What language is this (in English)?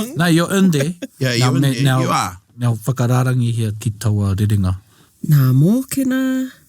Māori